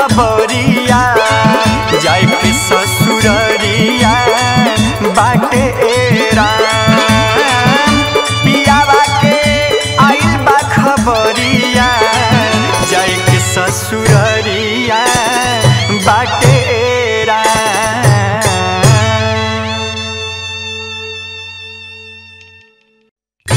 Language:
Bhojpuri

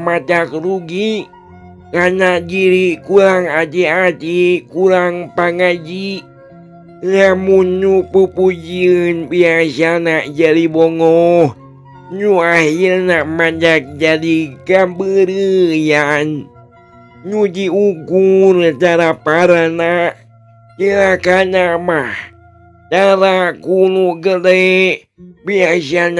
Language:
Sundanese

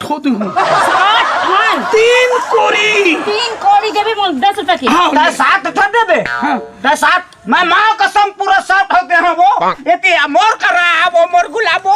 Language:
Chhattisgarhi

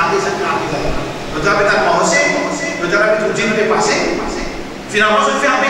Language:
Morisyen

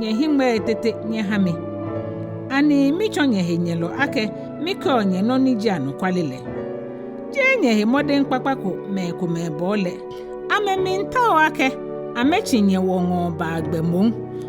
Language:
Ga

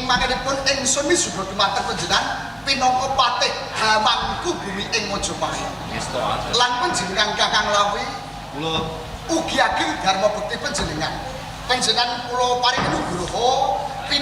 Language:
Javanese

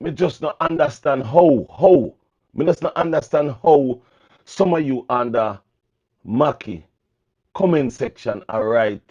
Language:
Jamaican Creole English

